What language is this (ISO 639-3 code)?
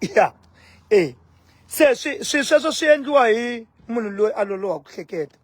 tso